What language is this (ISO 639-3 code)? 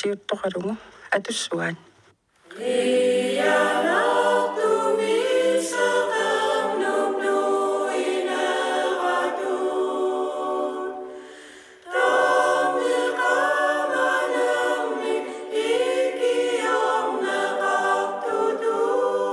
kal